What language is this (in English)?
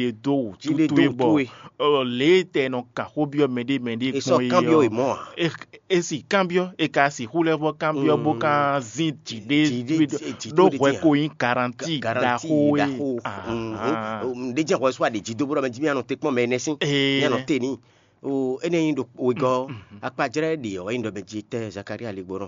Fon